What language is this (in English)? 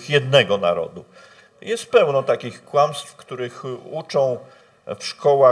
Polish